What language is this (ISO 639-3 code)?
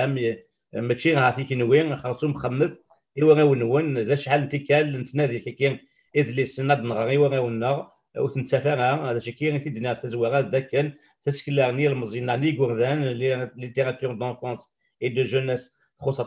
kab